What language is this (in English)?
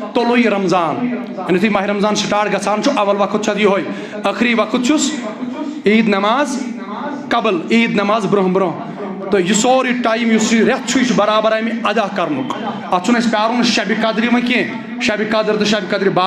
Kashmiri